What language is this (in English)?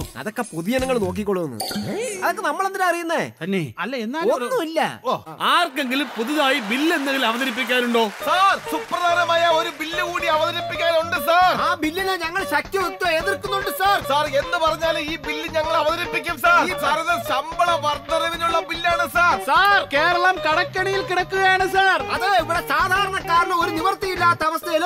Malayalam